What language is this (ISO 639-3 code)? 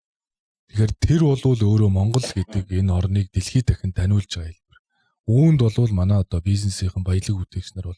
mon